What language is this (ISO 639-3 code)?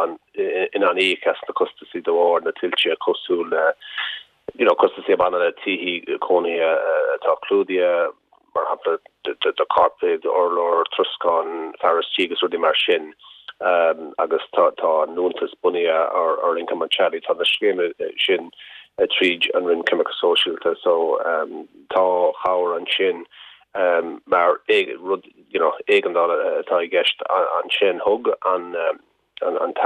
gle